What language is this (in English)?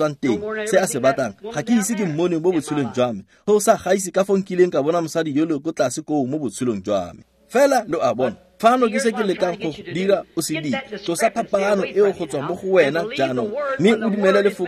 Tswana